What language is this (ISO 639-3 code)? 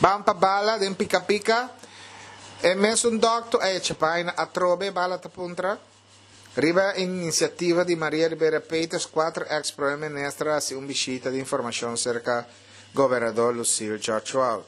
pap